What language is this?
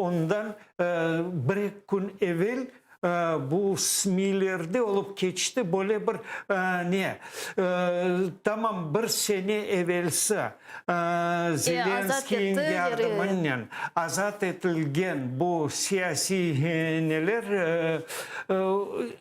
Crimean Tatar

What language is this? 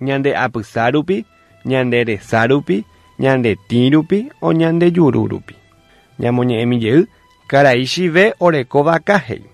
Guarani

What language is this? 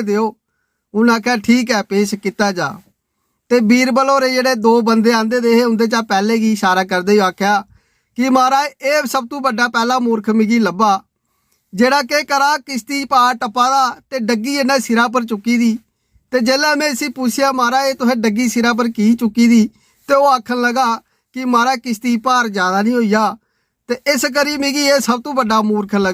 Dogri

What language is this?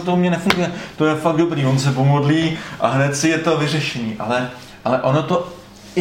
Czech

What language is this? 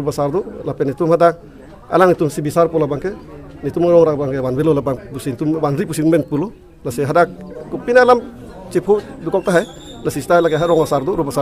Karbi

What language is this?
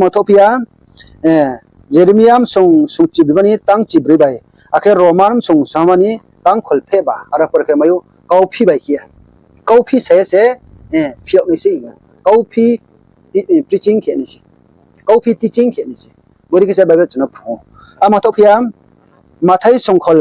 Riang (India)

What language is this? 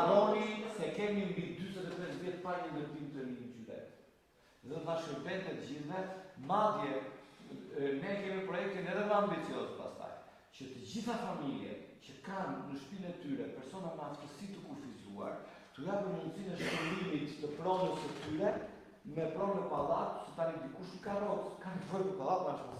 Albanian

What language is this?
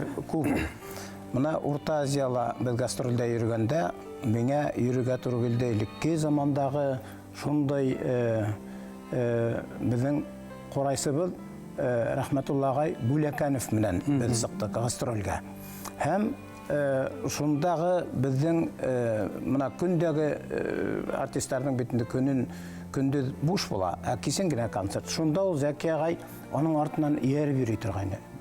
Bashkir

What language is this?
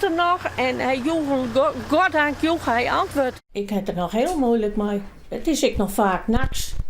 Western Frisian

